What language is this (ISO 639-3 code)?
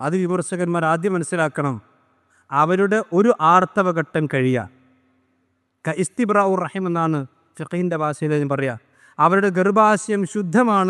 mal